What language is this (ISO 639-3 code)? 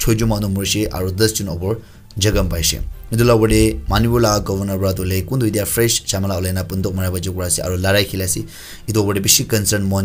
nag